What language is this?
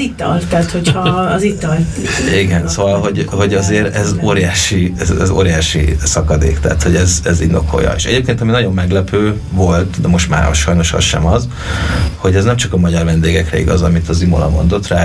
Hungarian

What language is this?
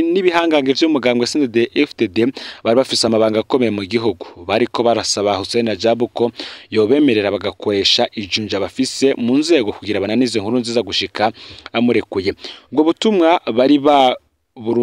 Rundi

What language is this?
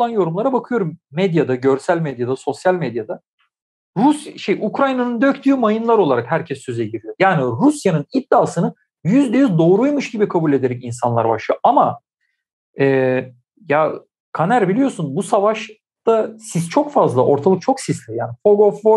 Turkish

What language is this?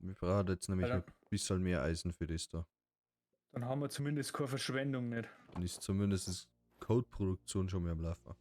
Bavarian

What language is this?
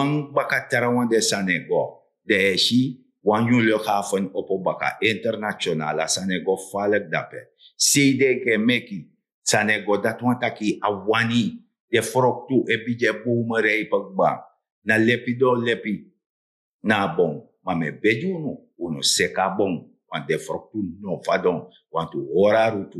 Sranan Tongo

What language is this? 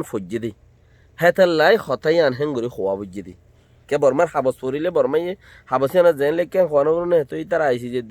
Rohingya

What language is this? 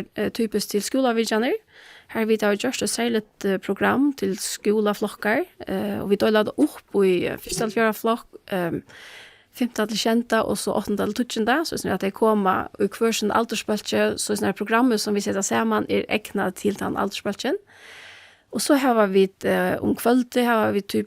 Faroese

